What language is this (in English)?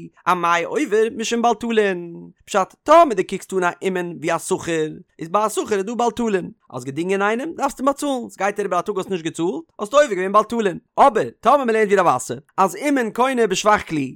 Yiddish